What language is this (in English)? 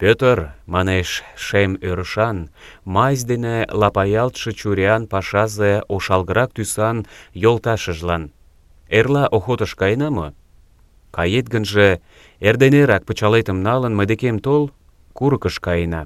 Mari